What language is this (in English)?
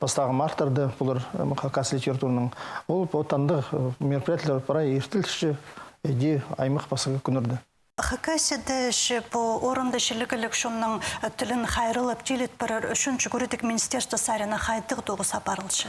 Khakas